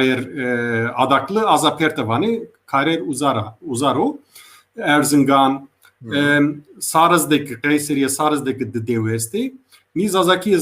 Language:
Zaza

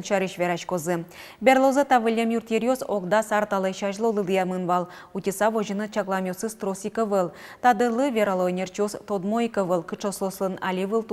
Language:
Udmurt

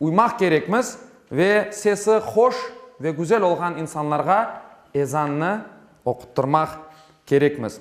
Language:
Crimean Tatar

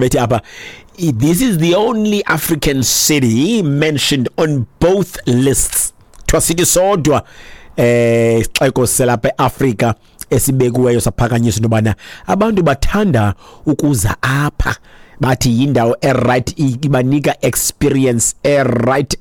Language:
Xhosa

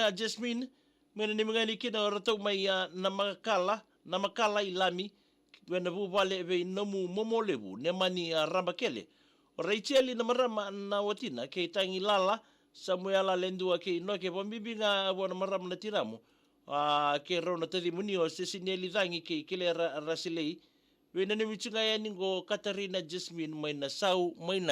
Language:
Fijian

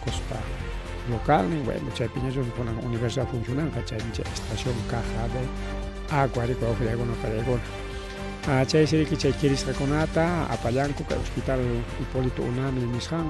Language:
Ayacucho Quechua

